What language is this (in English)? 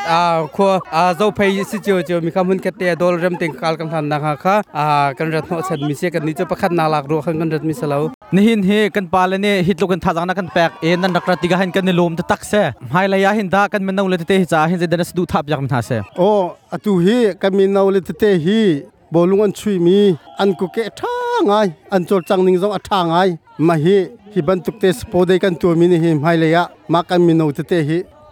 Hakha Chin